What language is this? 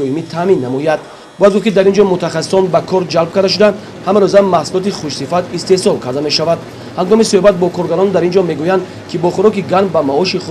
Tajik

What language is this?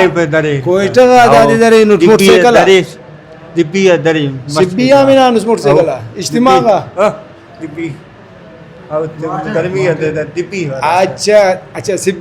Brahui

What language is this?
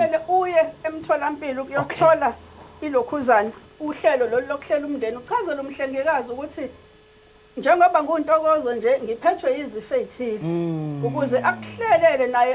Zulu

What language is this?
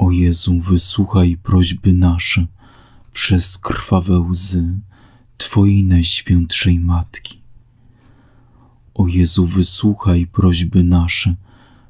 Polish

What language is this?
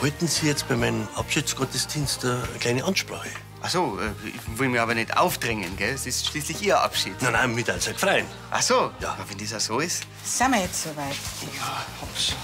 Bavarian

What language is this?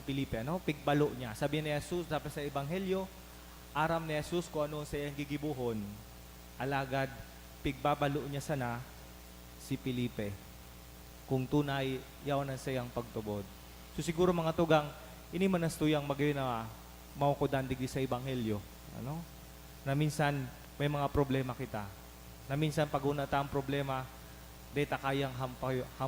Bikol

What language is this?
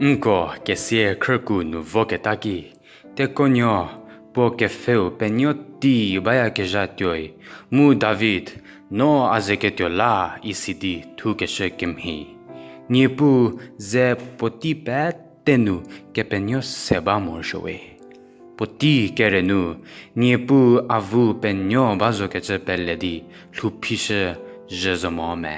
Angami Naga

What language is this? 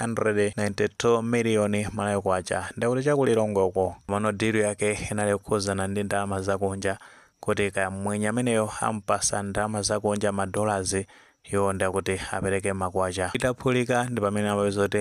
Nyanja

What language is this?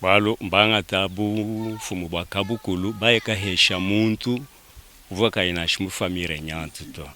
Luba-Lulua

